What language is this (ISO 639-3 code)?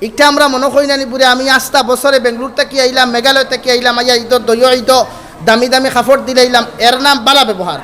syl